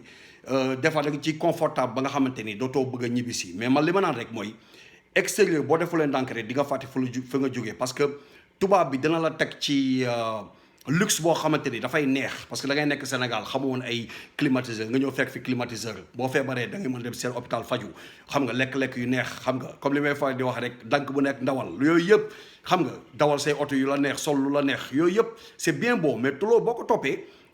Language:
Wolof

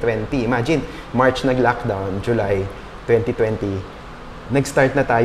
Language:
Filipino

